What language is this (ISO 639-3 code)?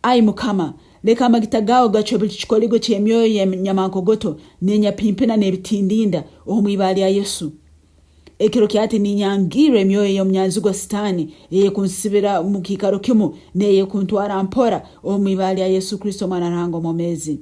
nyn